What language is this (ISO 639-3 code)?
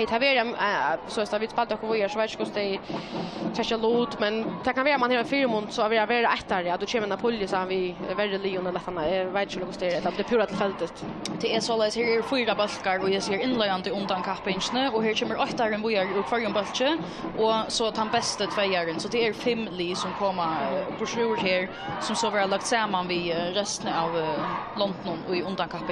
fao